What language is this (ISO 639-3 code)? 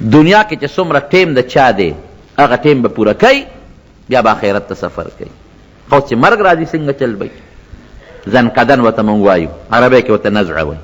pus